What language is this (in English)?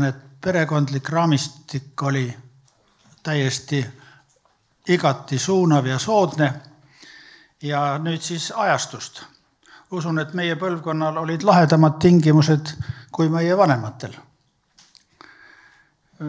Estonian